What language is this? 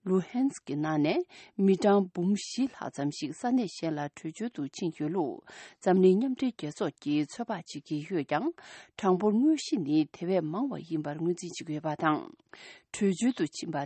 Tibetan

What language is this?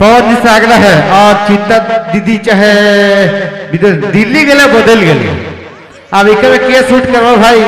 Sadri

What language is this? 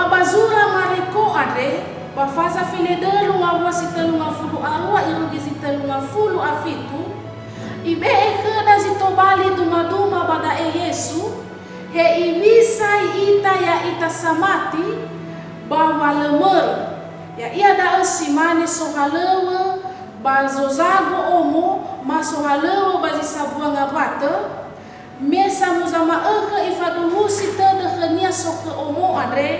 Nias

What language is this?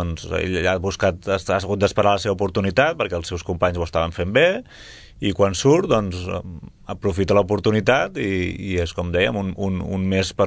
Catalan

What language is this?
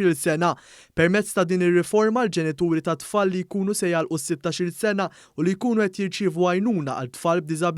Maltese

